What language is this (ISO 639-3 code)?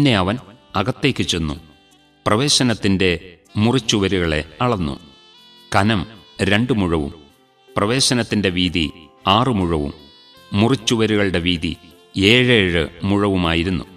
mal